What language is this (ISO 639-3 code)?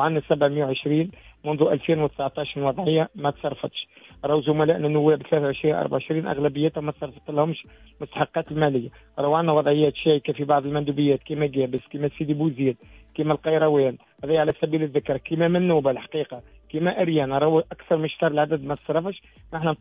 aeb